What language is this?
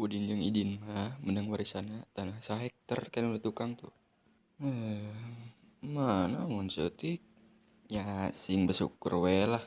Sundanese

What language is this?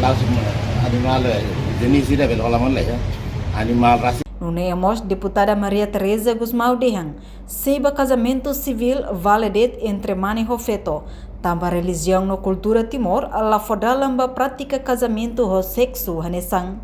Tetum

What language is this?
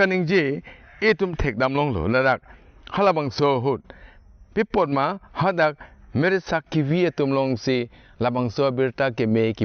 Karbi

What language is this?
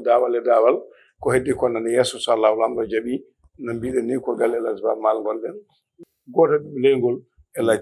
Fula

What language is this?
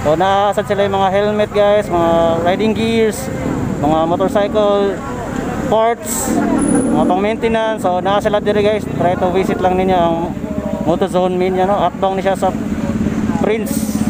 Cebuano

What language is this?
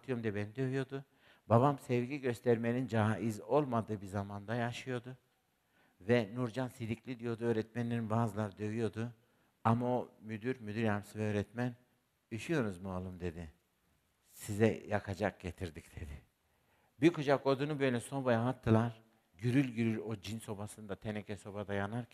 Turkish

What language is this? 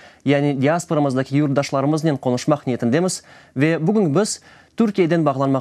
Crimean Tatar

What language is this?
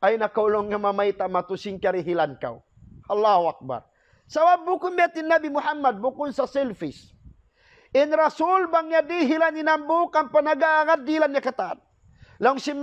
Tausug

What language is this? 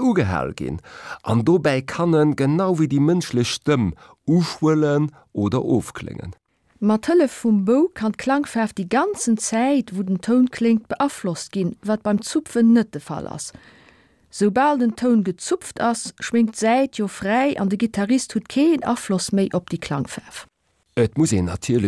Luxembourgish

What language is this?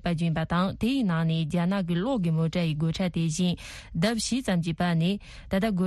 Tibetan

